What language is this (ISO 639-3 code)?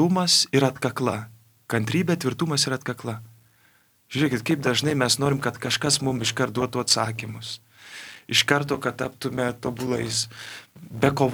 lit